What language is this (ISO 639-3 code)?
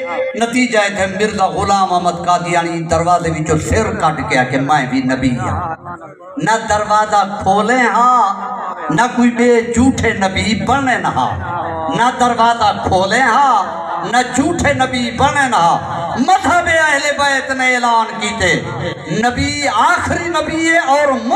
skr